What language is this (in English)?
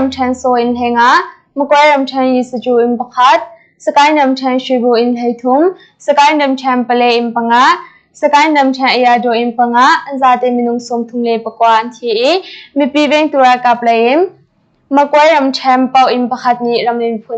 Hakha Chin